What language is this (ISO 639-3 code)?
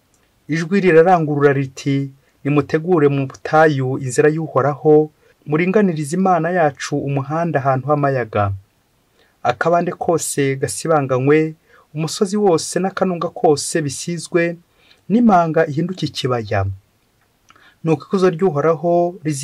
kin